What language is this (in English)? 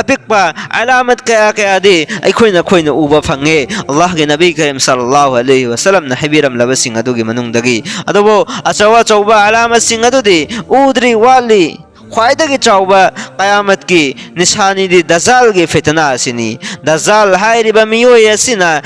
Manipuri